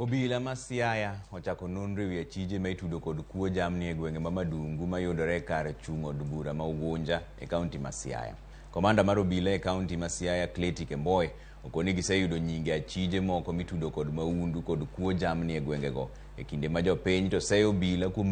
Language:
Luo (Kenya and Tanzania)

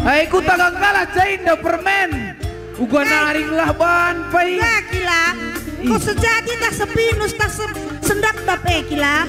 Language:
Batak Karo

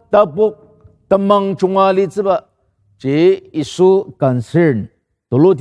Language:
Ao Naga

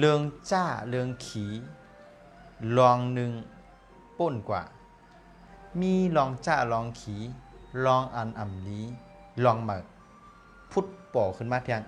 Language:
Shan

